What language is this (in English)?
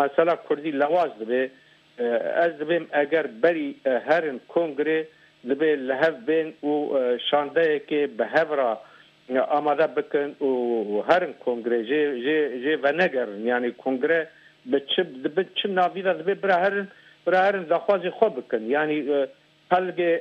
Kurdish